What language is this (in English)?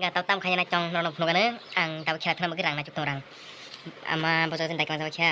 Kok Borok